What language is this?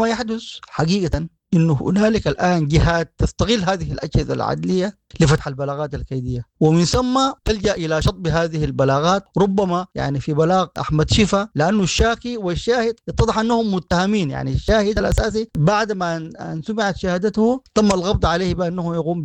Sudanese Arabic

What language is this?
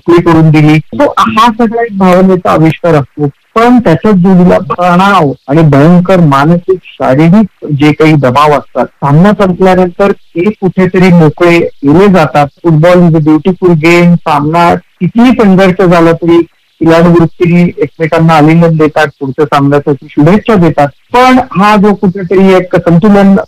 Marathi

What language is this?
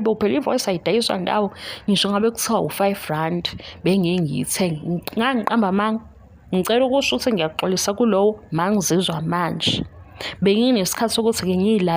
Zulu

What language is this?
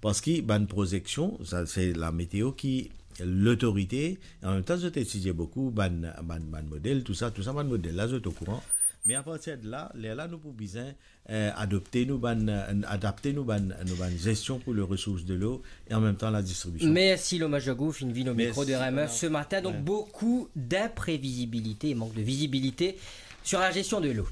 Morisyen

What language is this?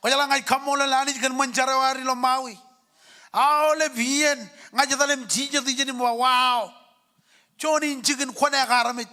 Marshallese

